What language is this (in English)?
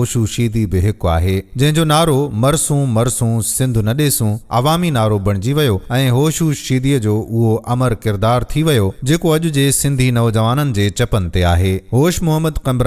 Sindhi